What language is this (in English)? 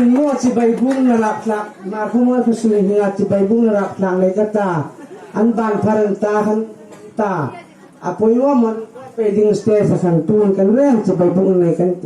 Hmar